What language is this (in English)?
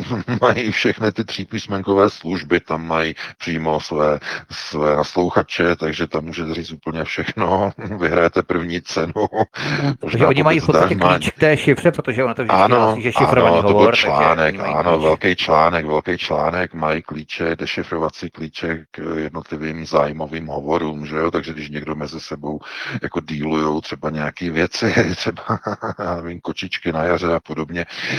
Czech